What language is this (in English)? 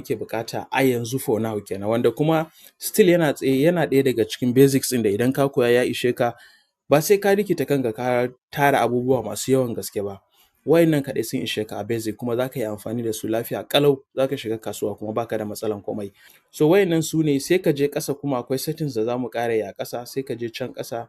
Hausa